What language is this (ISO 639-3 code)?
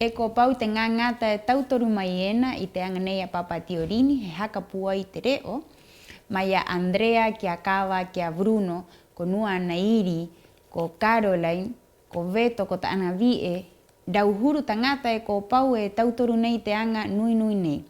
rap